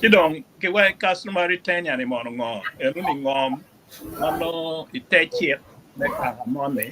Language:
Acoli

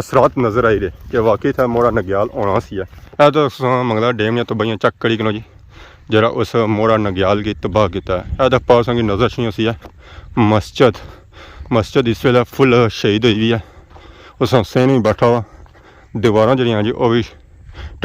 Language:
Pahari-Potwari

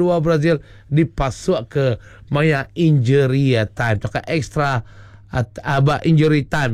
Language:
Iban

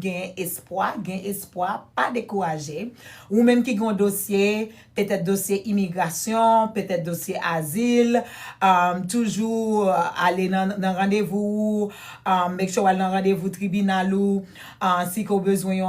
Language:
Haitian Creole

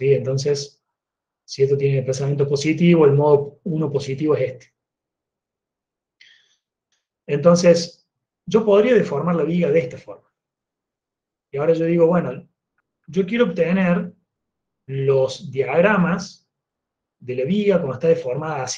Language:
Spanish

